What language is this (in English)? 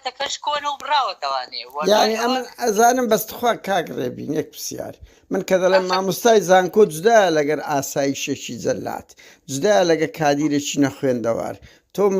Central Kurdish